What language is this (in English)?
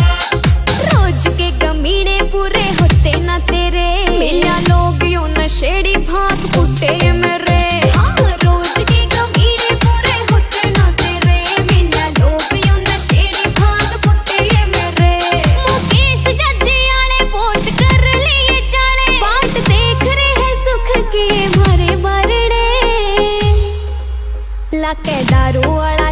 Haryanvi